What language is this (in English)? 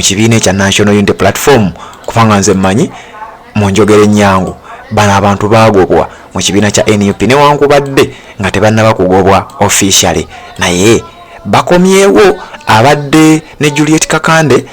Ganda